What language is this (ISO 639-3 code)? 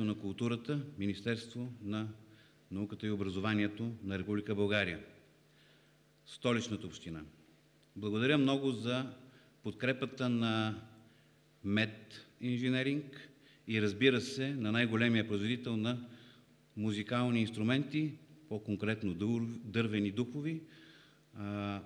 bul